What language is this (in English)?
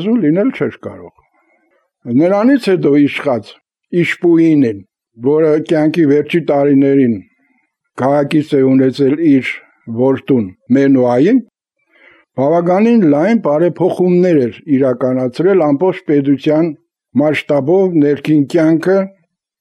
Armenian